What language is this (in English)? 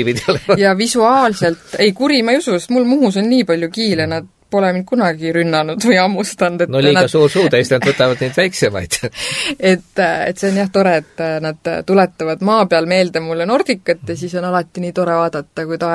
Estonian